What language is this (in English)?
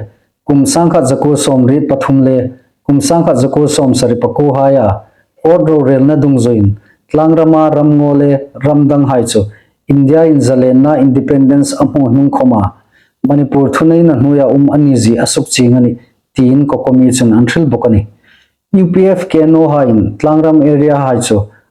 Hmar